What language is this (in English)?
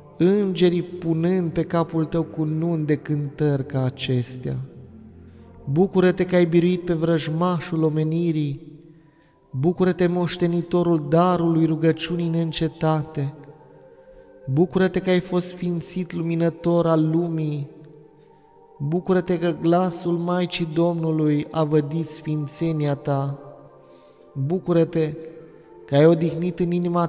Romanian